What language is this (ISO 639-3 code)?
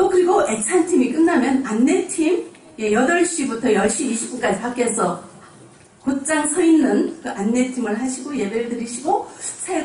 kor